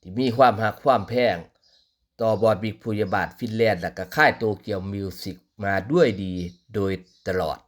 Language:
Northeastern Thai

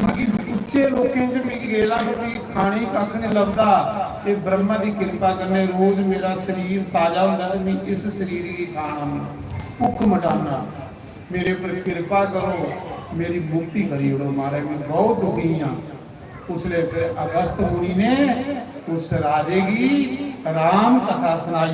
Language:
Dogri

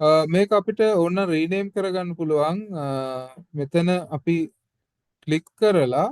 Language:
Sinhala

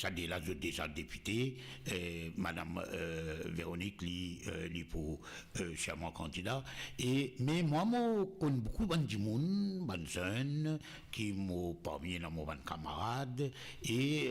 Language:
Morisyen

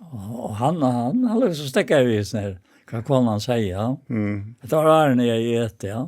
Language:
Faroese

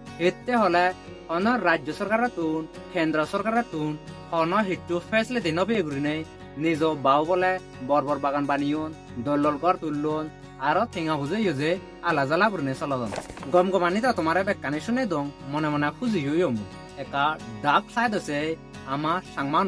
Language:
Chakma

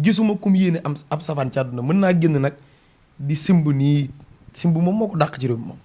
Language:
Wolof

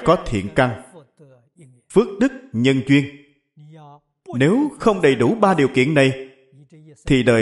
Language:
Vietnamese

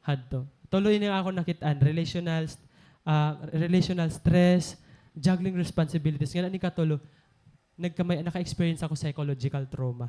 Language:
Waray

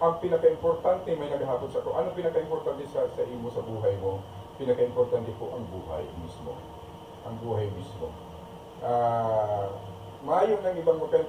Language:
Bikol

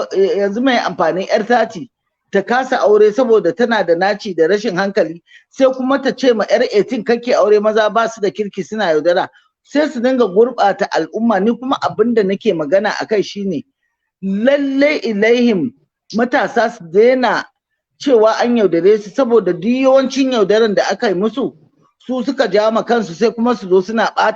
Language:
Hausa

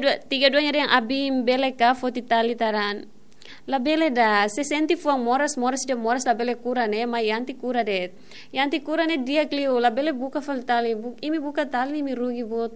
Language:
Tetum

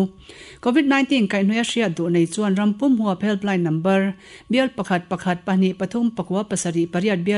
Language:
Mizo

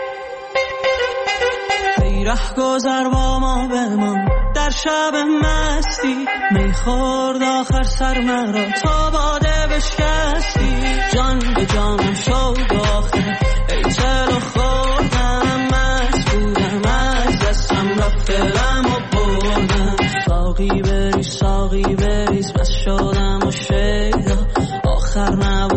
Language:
Persian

